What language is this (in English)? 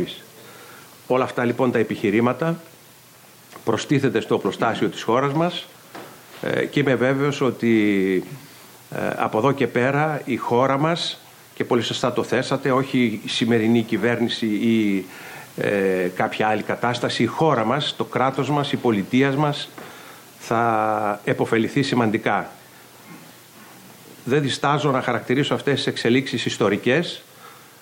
Greek